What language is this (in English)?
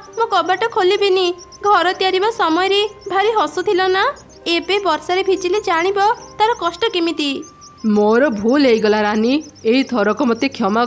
Odia